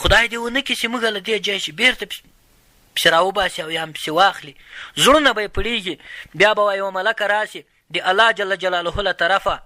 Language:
Pashto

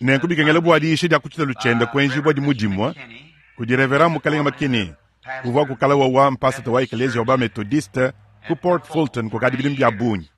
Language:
Luba-Lulua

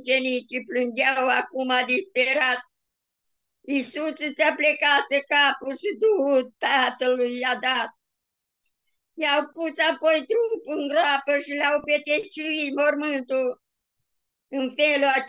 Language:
Romanian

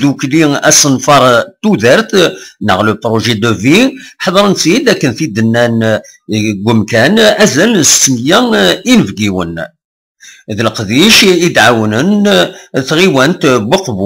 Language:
Kabyle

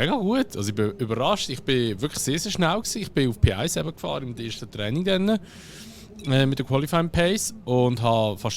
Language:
Swiss German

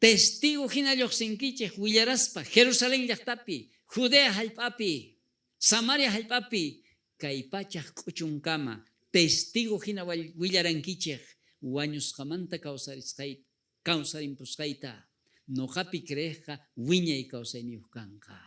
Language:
South Bolivian Quechua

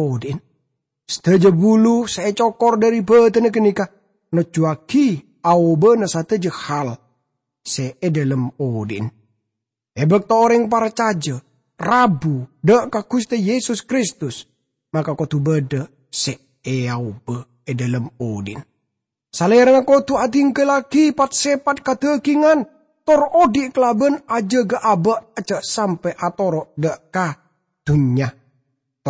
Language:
Madurese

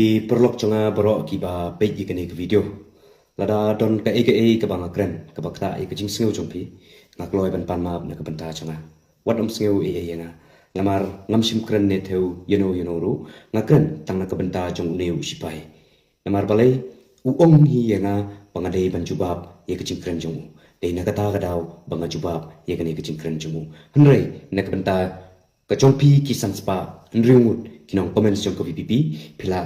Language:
Khasi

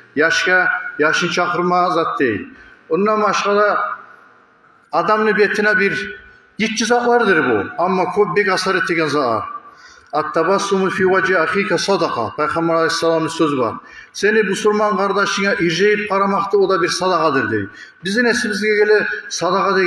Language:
Kumyk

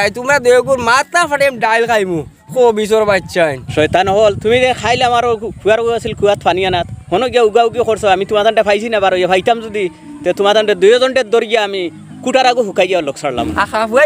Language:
Sylheti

